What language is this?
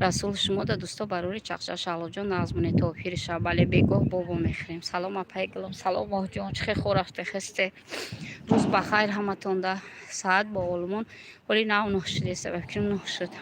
Tajik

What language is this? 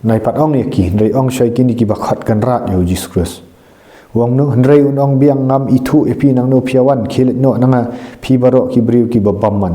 Khasi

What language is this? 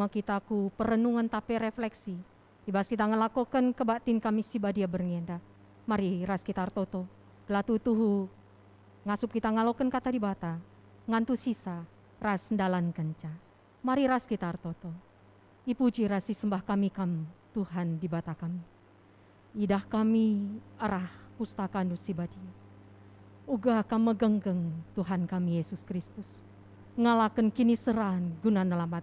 Batak Karo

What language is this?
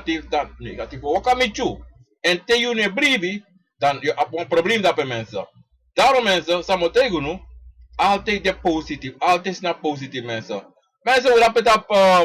Sranan Tongo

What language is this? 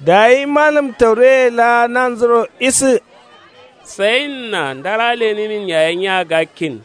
Kanuri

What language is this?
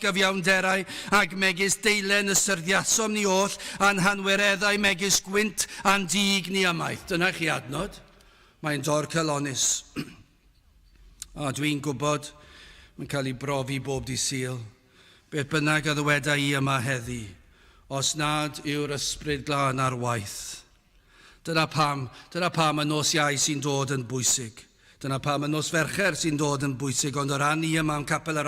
Welsh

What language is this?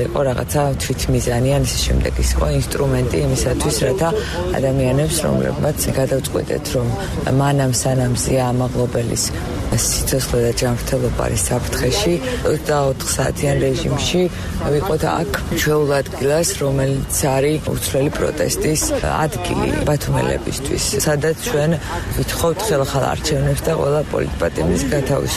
Georgian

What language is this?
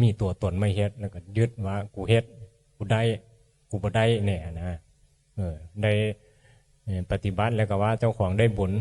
Northeastern Thai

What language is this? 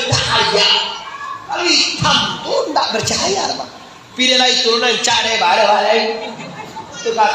Minangkabau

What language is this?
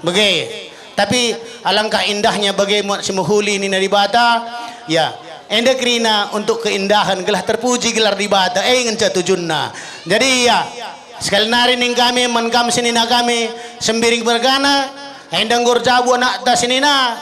Batak Karo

